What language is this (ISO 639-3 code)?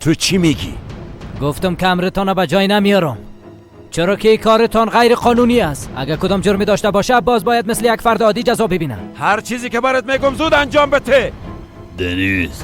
fas